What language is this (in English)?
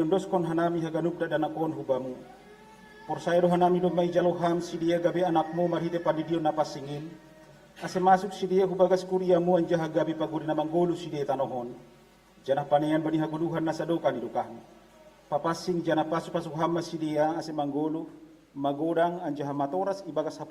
Batak Simalungun